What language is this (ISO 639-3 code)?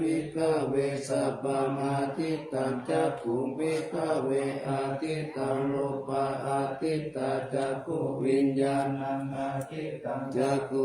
pli